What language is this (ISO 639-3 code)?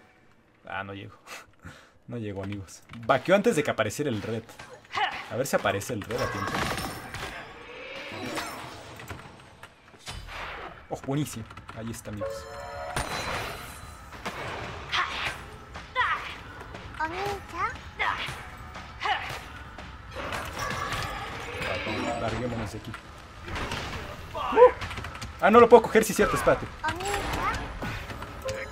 spa